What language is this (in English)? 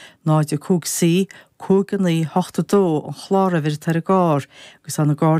Irish